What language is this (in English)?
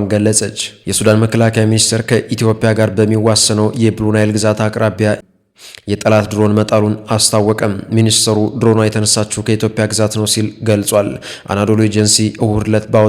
Amharic